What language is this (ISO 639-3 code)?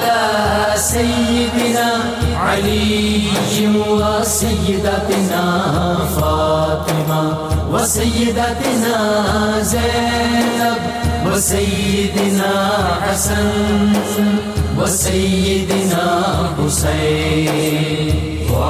urd